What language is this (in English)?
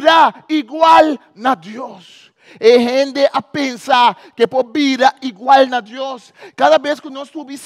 Papiamento